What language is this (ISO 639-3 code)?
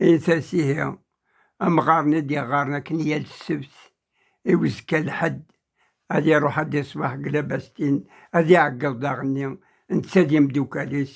kab